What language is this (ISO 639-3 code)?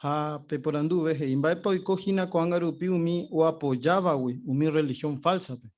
grn